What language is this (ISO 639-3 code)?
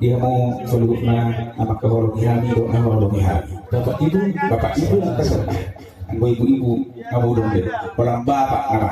bbc